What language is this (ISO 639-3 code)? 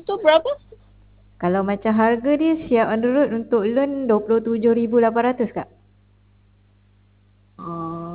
msa